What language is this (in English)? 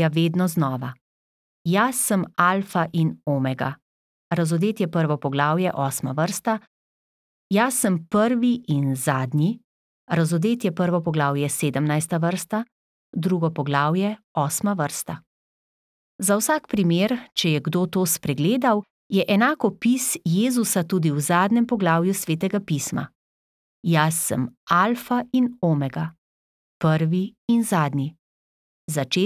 Slovenian